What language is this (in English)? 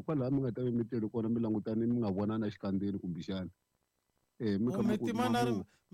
Tsonga